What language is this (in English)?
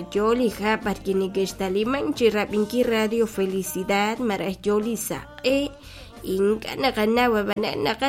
Kekchí